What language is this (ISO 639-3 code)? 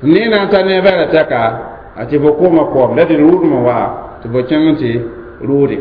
mos